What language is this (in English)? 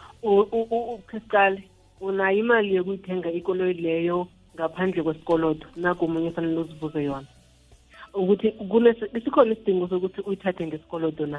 South Ndebele